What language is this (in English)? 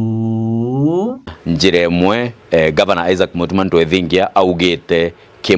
Meru